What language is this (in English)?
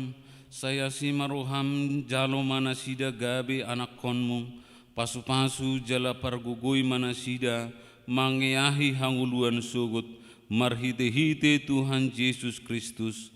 Batak Toba